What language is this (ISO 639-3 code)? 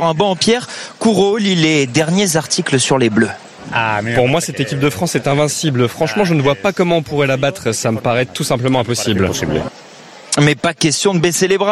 fra